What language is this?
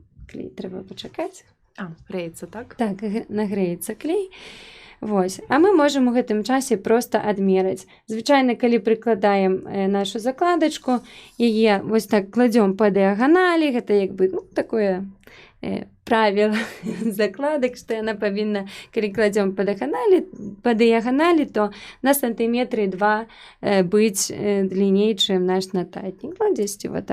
Belarusian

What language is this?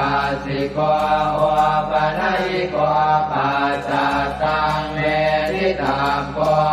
Pali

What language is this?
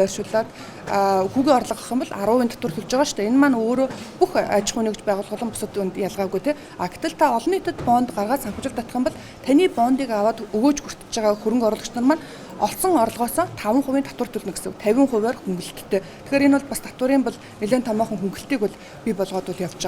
Mongolian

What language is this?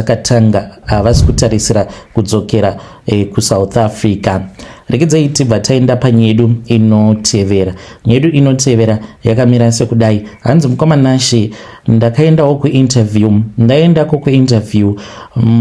Shona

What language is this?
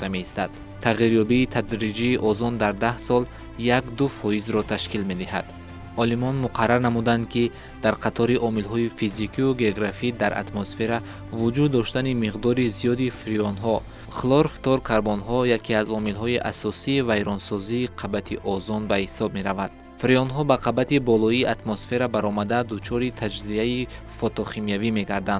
Tajik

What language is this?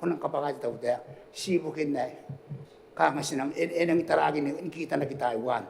Gilbertese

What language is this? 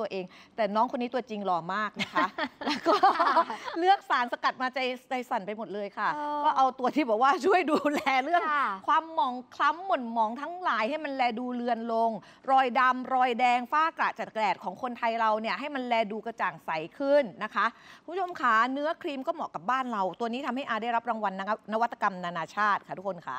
Thai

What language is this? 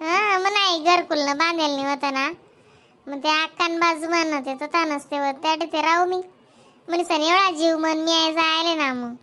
Khandesi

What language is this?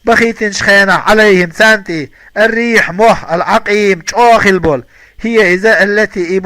Chechen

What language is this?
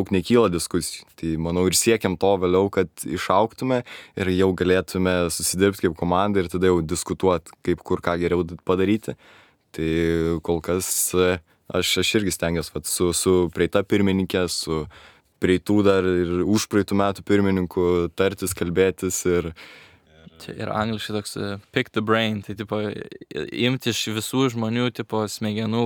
Lithuanian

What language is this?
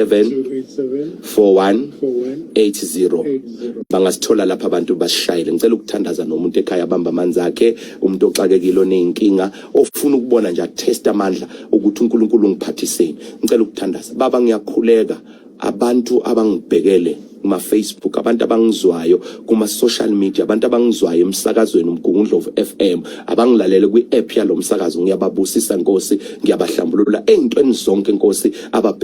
Zulu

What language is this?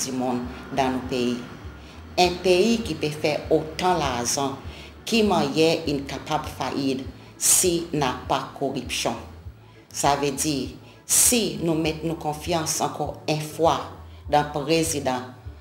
Seselwa Creole French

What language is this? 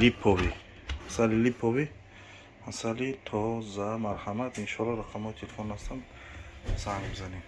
Tajik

